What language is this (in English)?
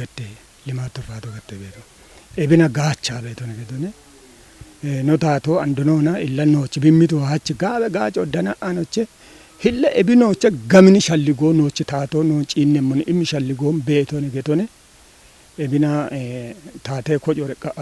Kafa